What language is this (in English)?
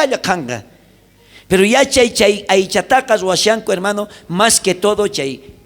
South Bolivian Quechua